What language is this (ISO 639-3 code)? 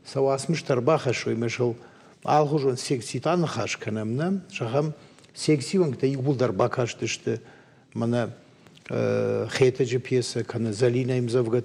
oss